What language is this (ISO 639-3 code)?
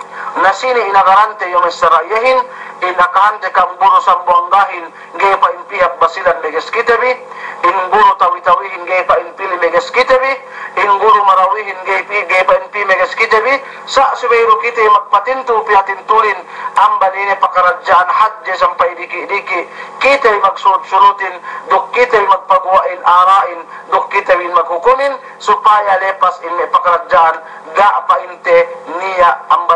yka